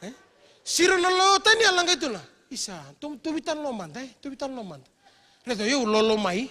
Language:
Fijian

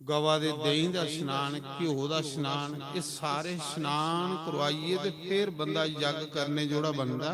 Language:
Dogri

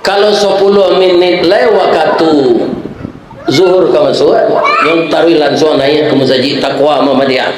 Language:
Minangkabau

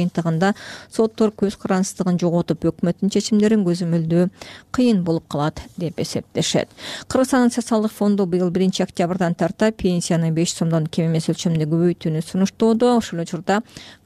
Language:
Kyrgyz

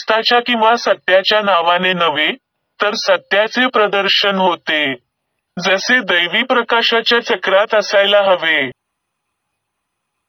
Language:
Marathi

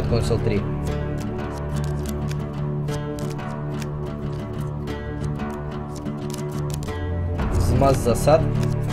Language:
Russian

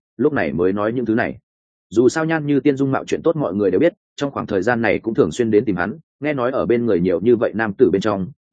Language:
Vietnamese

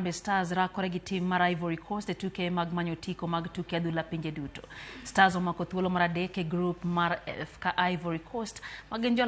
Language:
Luo (Kenya and Tanzania)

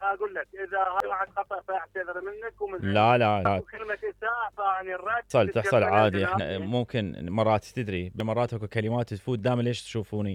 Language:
Mesopotamian Arabic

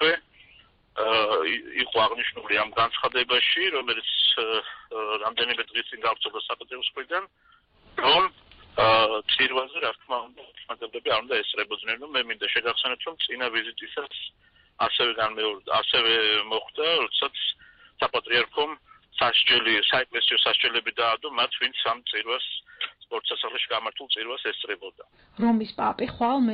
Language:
Georgian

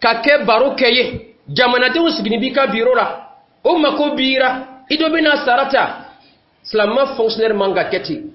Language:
Dyula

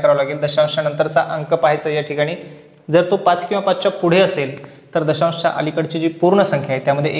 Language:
Marathi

